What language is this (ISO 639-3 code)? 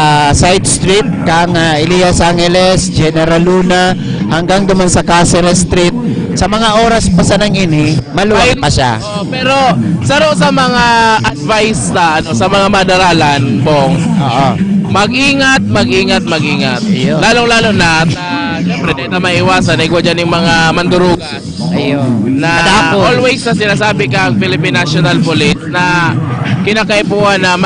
bik